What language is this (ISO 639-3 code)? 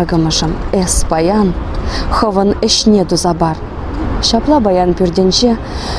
chv